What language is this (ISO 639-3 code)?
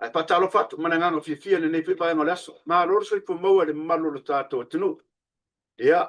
smo